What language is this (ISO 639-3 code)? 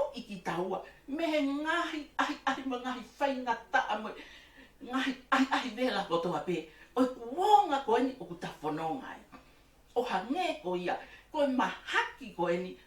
ton